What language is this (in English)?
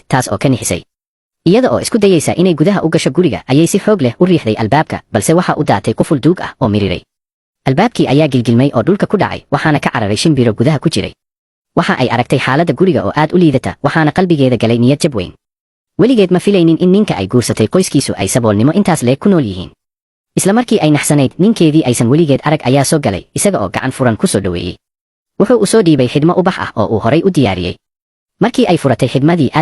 Somali